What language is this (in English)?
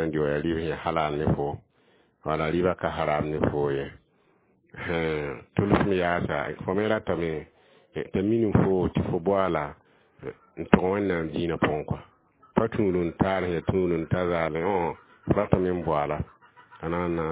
Mossi